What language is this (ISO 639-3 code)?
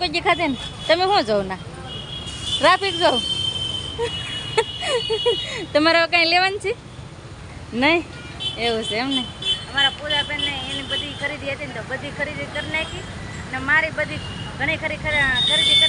guj